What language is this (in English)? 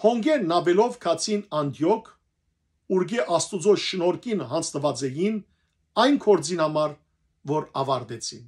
Western Armenian